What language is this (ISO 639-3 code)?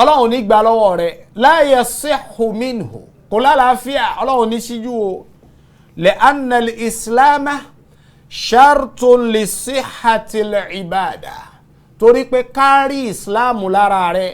yor